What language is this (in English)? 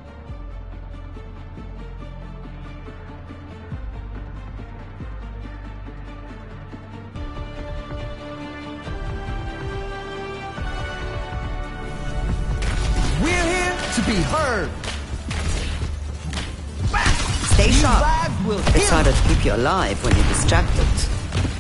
English